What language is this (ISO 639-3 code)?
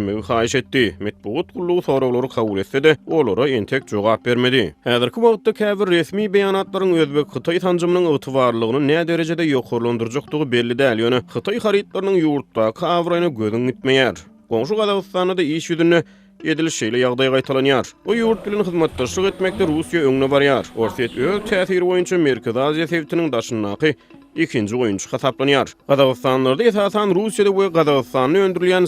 tuk